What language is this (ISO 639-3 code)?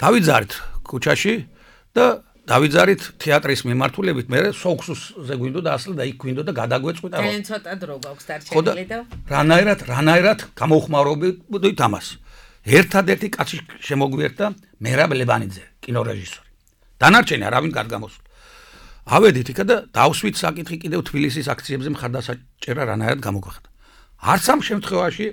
kat